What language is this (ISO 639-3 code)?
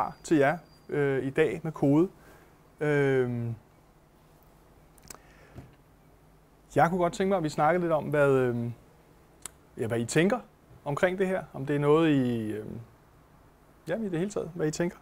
dan